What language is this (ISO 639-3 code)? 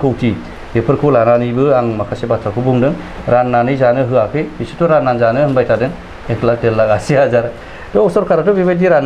brx